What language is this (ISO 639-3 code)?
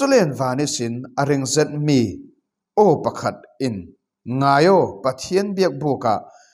cfm